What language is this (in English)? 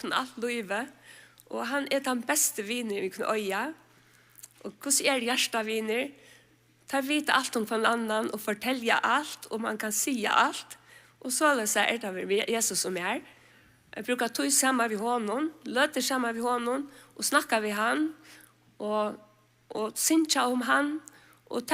Faroese